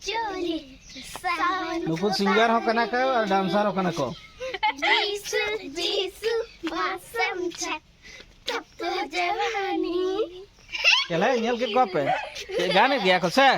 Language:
Santali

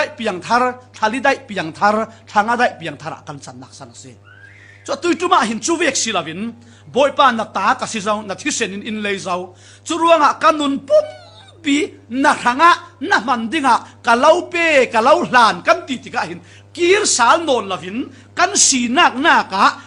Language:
Falam Chin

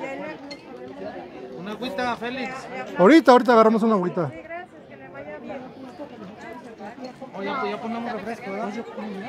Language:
Spanish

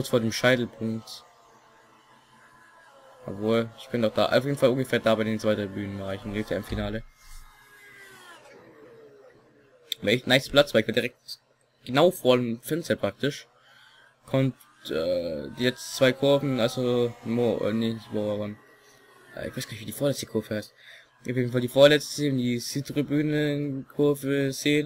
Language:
German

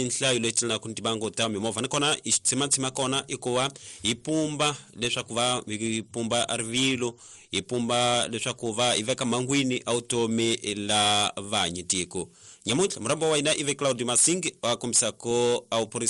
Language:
Tsonga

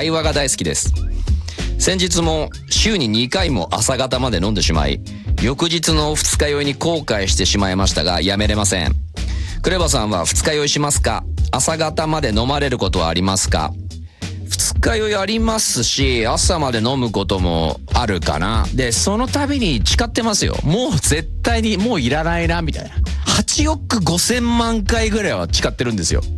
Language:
Japanese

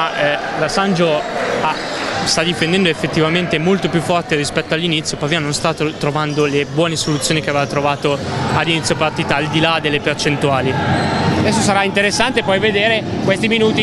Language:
Italian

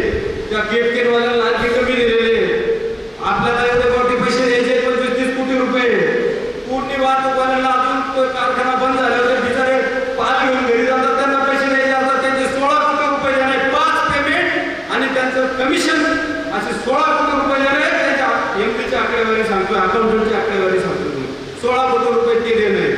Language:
Marathi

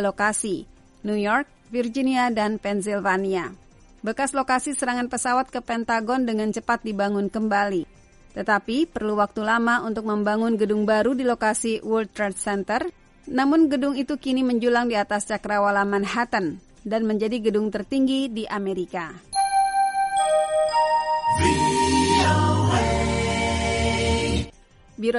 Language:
Indonesian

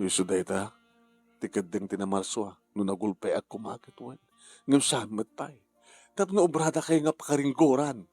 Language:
Iloko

